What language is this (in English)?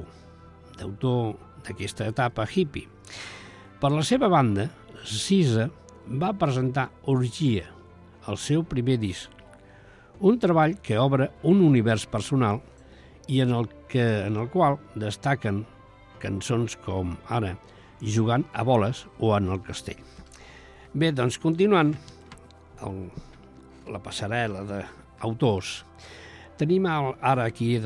Catalan